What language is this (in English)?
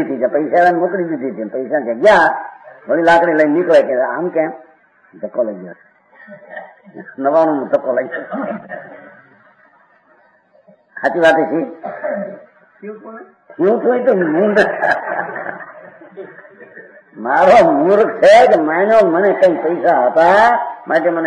Gujarati